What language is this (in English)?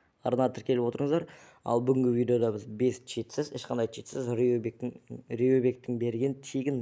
Kazakh